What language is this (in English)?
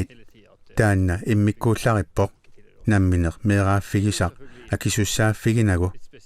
Kalaallisut